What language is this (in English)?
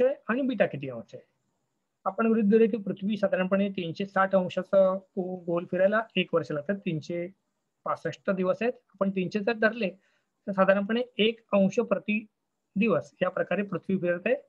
Marathi